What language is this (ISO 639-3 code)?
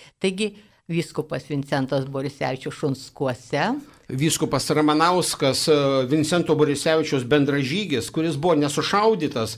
lit